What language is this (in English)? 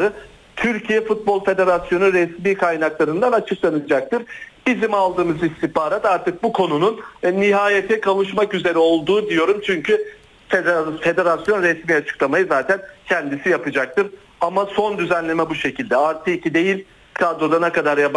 Turkish